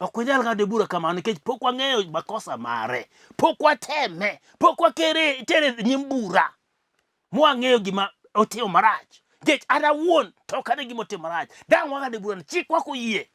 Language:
Luo (Kenya and Tanzania)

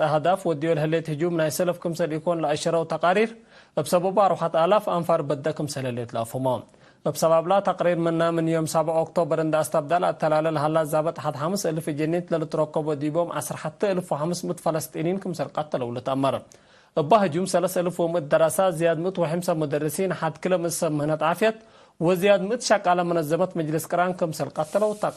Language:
Tigre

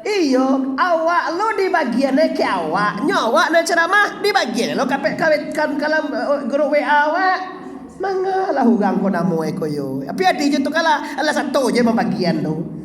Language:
Minangkabau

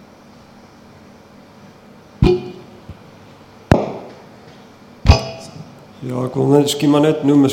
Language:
Afrikaans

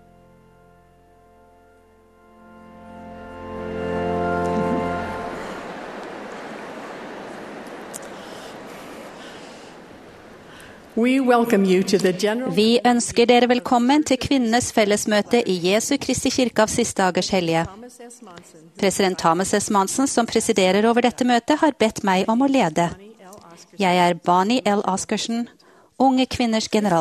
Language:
Norwegian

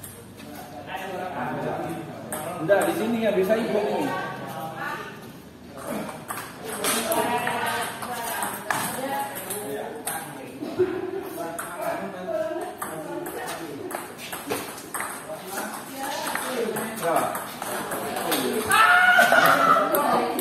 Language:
Indonesian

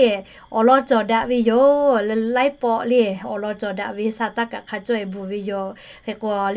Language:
Lahu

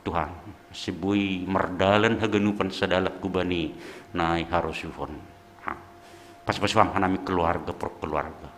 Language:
Batak Simalungun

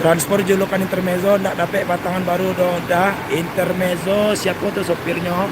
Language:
Minangkabau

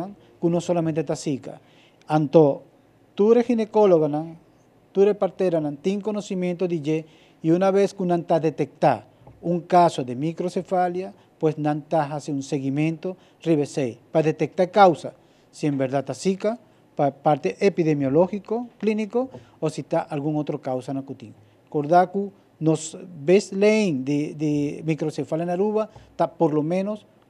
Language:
Papiamento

